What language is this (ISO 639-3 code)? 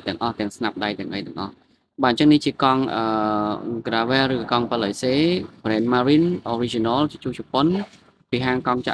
khm